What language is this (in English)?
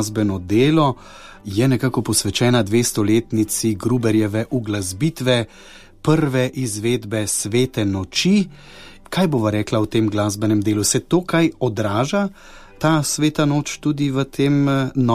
Slovenian